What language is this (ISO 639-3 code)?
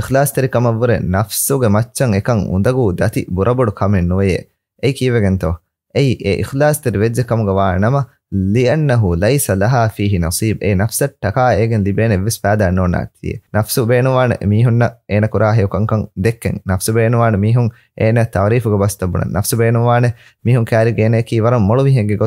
div